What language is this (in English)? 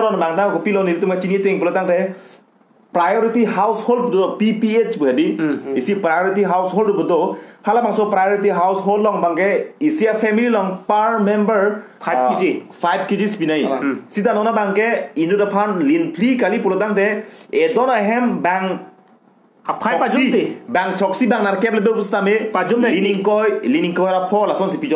Karbi